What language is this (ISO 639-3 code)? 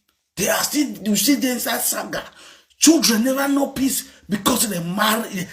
pcm